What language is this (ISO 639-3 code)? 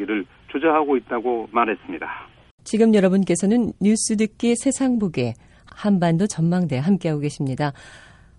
kor